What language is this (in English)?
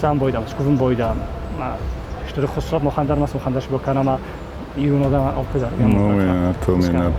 Ossetic